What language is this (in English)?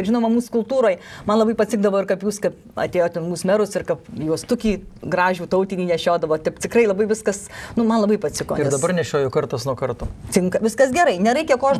Lithuanian